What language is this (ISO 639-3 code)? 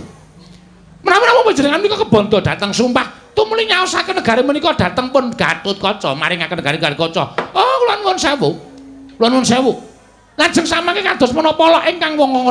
jav